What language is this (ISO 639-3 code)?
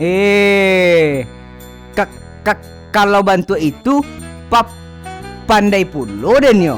min